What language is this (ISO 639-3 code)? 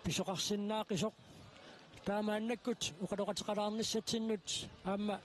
kal